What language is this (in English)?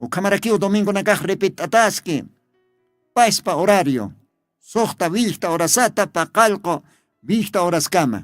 Aymara